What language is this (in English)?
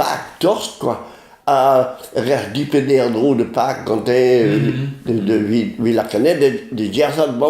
Breton